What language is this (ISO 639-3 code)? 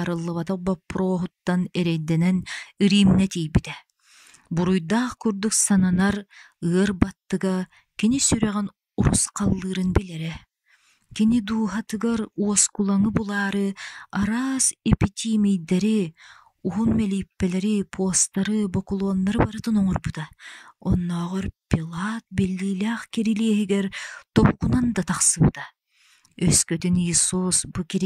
sah